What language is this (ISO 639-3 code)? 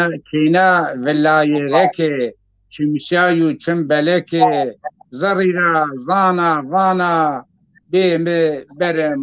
zza